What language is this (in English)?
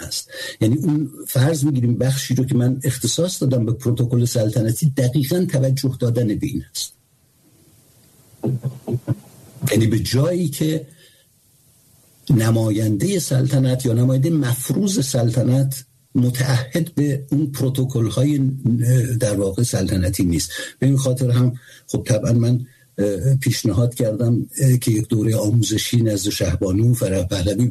Persian